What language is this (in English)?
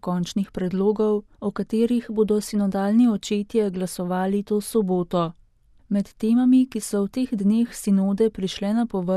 Slovenian